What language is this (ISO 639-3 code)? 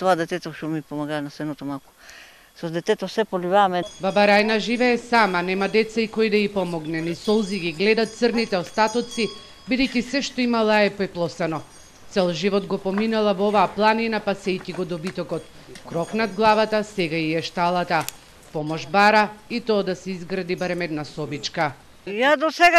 mkd